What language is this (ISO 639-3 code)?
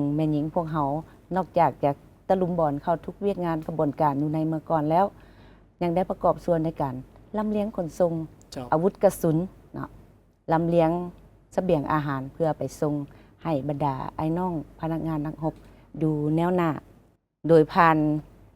lao